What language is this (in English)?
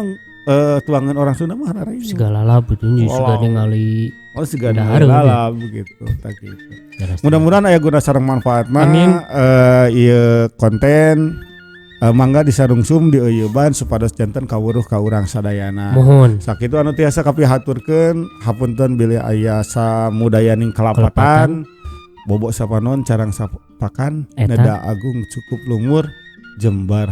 Sundanese